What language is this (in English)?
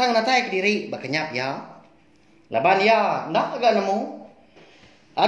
Iban